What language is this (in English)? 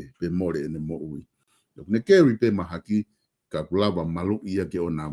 Tongan